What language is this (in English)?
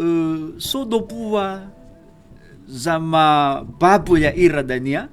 Nias